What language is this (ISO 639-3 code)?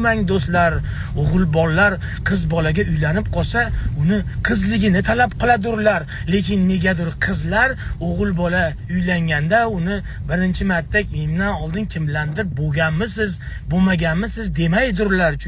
uzb